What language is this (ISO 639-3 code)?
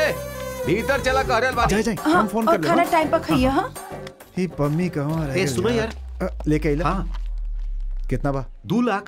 bho